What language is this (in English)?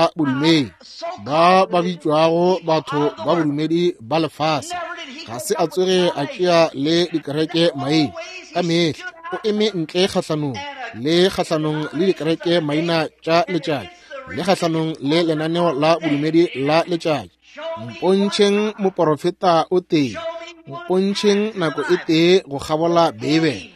Northern Sotho